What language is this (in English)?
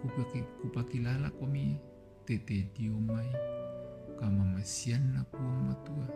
Toraja-Sa'dan